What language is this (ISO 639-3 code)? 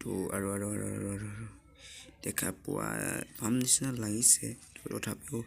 asm